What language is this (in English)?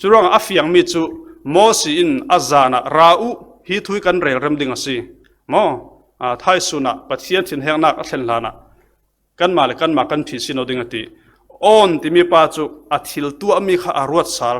Falam Chin